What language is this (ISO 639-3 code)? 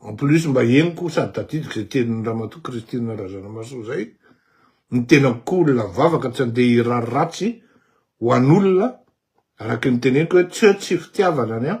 mlg